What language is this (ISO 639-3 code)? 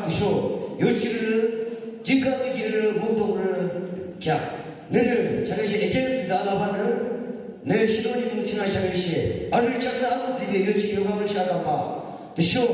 yim